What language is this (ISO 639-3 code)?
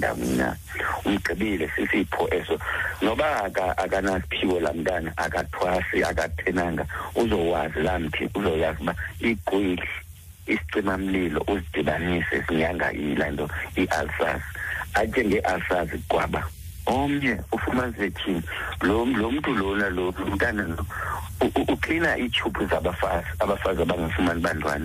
xho